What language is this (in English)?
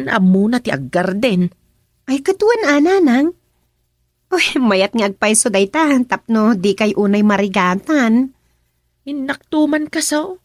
Iloko